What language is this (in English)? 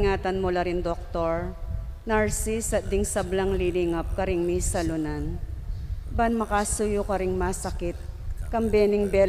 Pampanga